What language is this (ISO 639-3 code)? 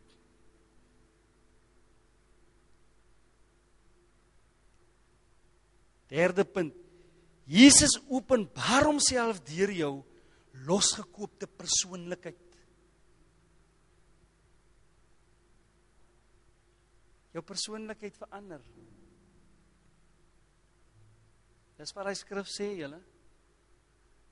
afr